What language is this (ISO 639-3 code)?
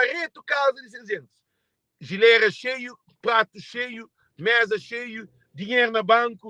kea